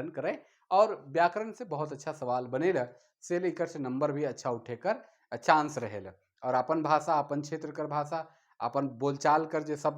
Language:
Sadri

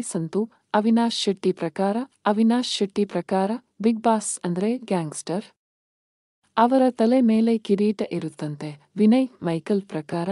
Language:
Kannada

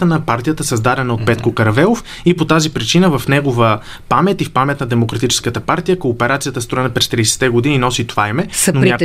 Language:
Bulgarian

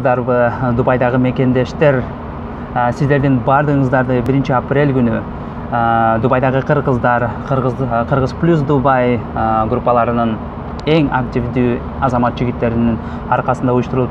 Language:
Kyrgyz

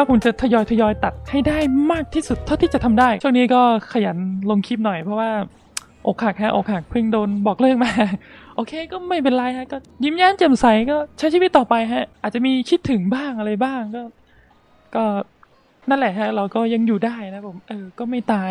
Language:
Thai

